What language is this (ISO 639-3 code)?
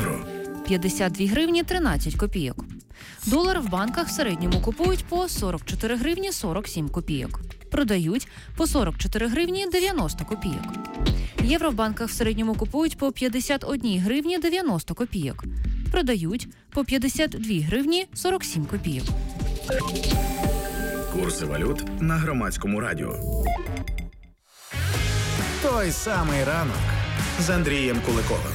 ukr